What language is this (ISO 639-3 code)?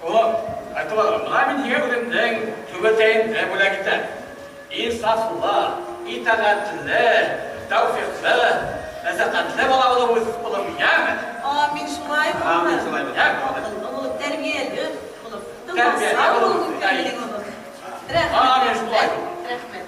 bak